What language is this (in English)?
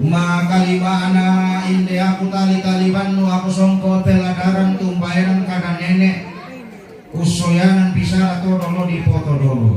Toraja-Sa'dan